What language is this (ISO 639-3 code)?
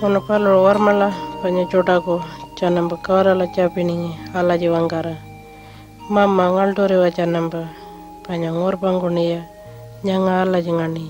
pjt